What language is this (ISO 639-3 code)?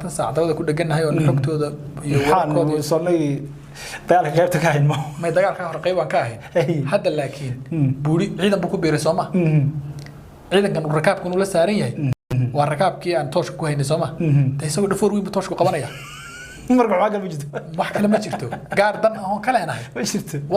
som